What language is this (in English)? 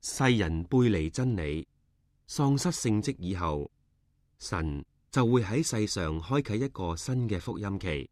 Cantonese